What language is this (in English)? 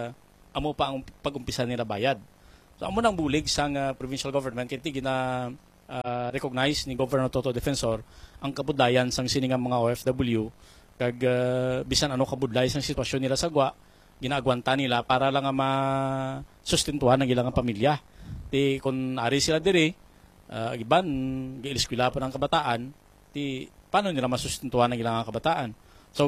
Hiligaynon